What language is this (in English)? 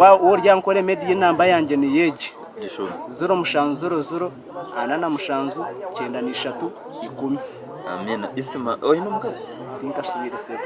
Nyankole